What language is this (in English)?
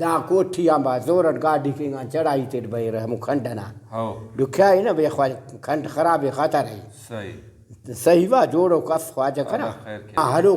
Brahui